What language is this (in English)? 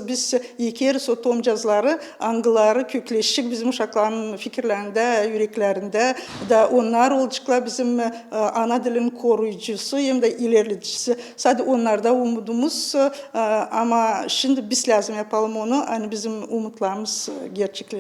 Gagauz